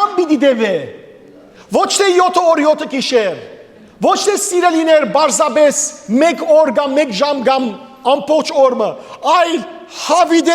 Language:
Western Armenian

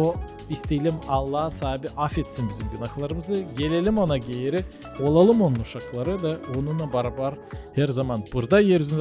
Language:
Gagauz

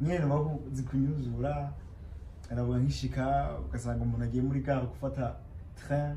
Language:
Rundi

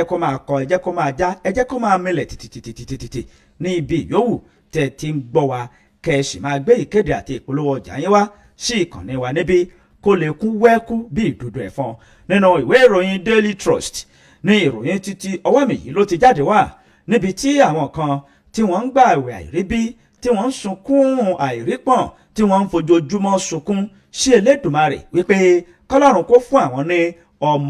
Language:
Yoruba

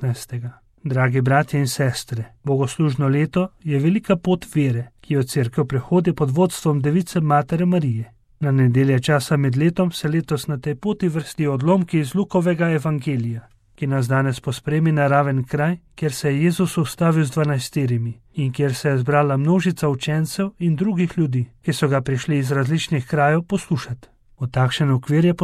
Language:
Slovenian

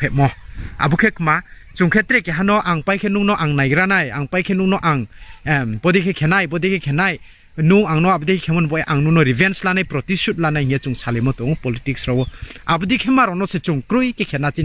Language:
Riang (India)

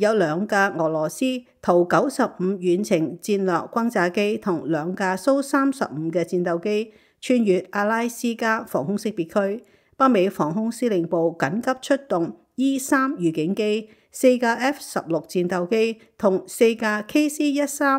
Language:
Cantonese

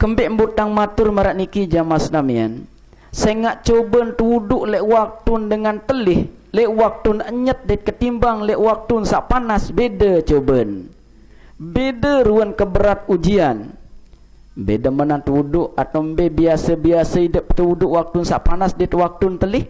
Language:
Sasak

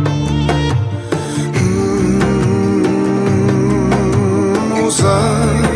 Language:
Kazakh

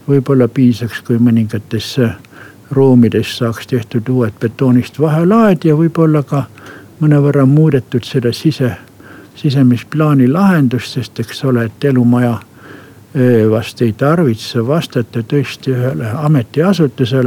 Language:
Estonian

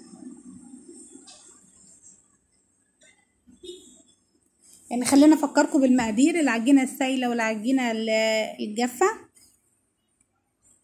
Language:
Egyptian Arabic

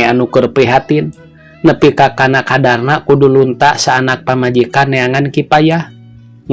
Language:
Sundanese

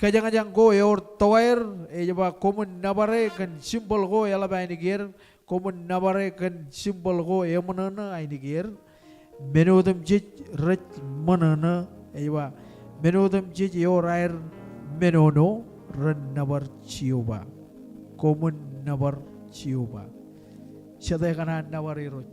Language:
Marshallese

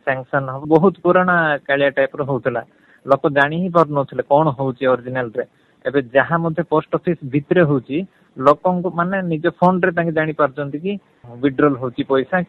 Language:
Odia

